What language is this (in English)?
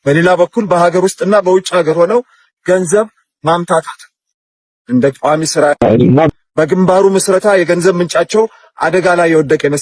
Amharic